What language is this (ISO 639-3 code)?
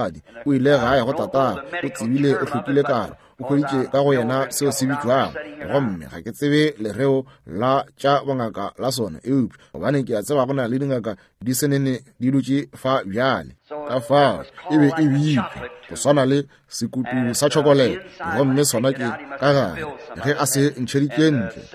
nso